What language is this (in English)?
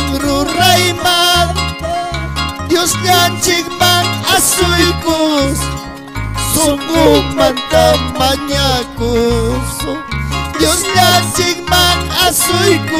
Ayacucho Quechua